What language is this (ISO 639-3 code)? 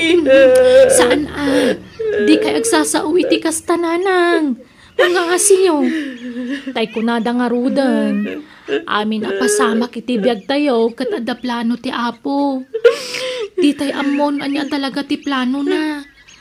ilo